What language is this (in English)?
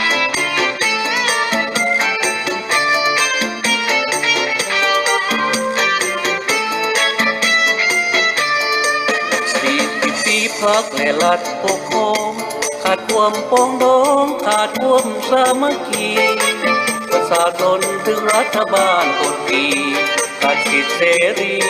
Thai